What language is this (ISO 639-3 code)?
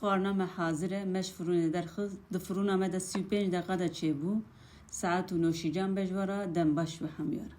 kur